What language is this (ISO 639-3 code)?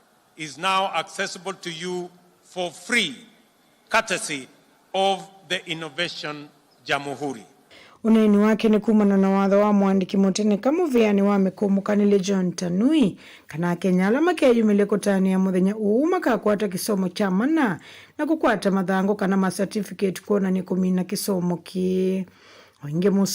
kam